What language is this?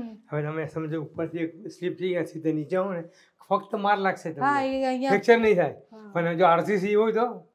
Gujarati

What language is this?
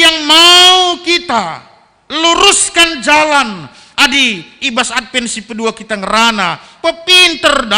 Batak Karo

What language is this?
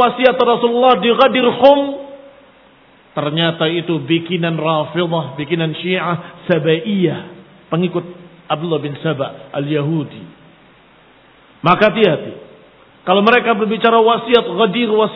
Indonesian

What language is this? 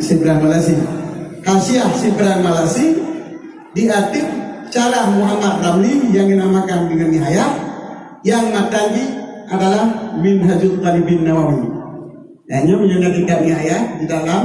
Achinese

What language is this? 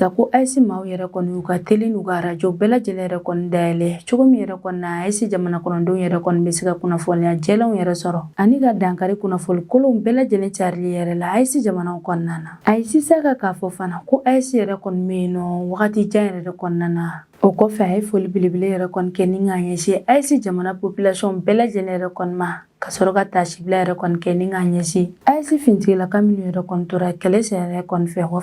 Bambara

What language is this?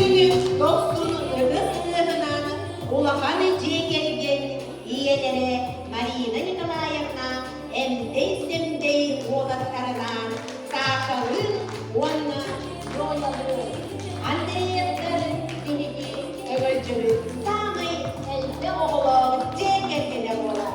Yakut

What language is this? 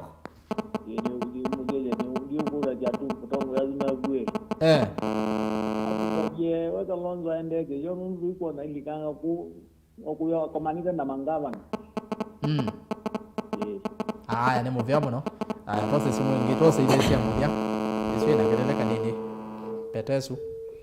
Kamba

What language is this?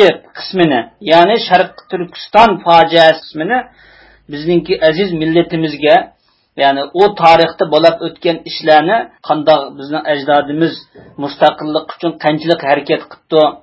Uyghur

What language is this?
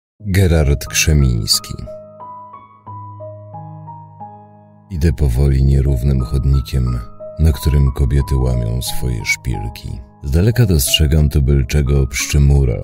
Polish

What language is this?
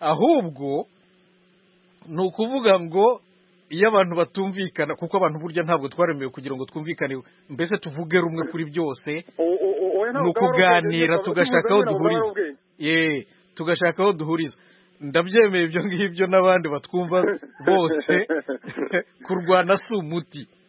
Kinyarwanda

